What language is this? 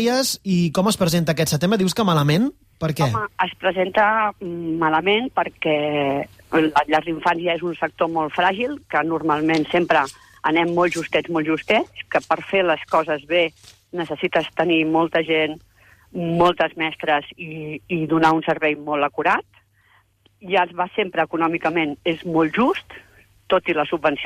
Catalan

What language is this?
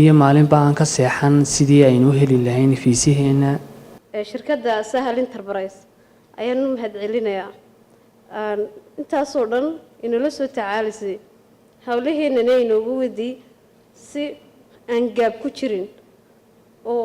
Somali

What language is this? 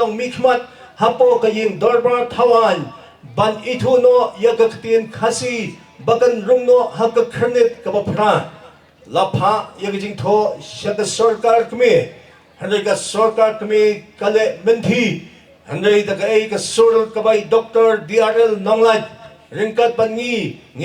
Khasi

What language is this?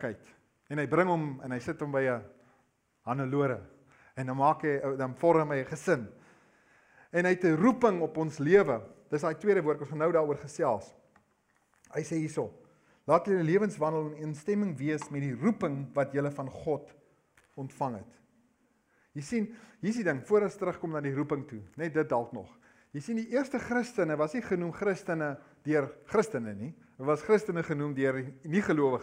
Afrikaans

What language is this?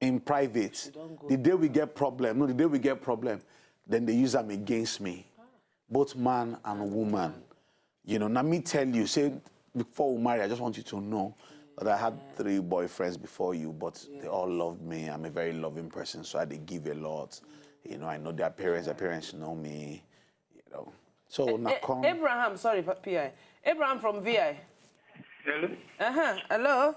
Nigerian Pidgin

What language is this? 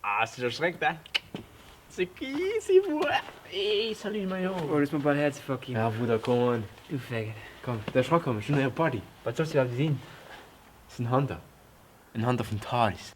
Luxembourgish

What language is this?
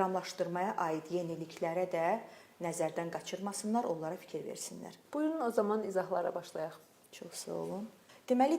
Azerbaijani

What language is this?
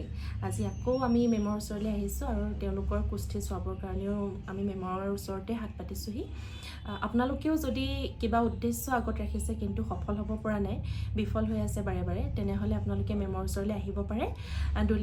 Assamese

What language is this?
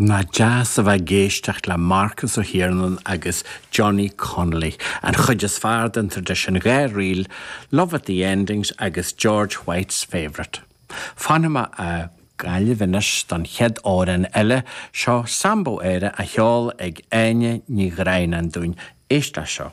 Irish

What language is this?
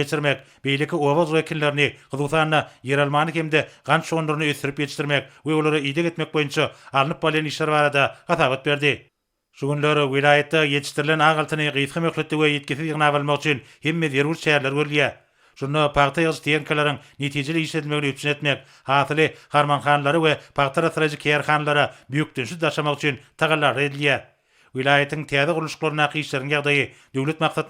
Turkmen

